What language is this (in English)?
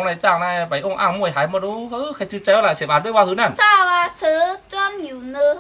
Shan